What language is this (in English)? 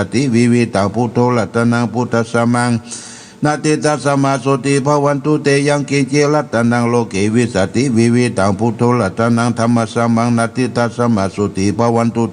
Pali